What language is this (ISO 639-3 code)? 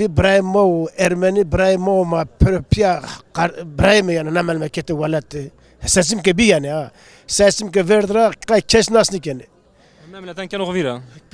zza